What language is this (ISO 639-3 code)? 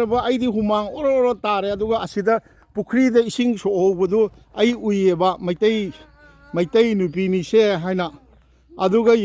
mni